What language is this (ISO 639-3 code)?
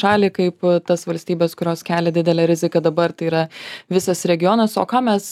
lit